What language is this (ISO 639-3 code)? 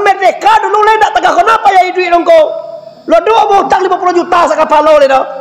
min